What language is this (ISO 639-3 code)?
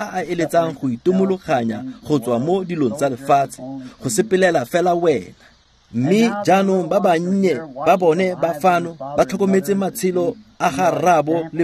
tsn